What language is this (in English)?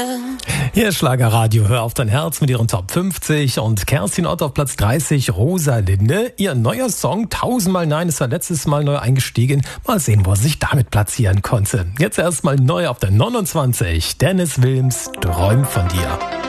German